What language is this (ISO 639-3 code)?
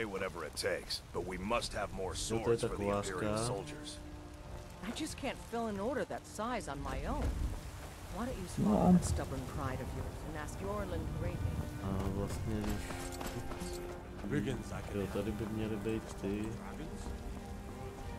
ces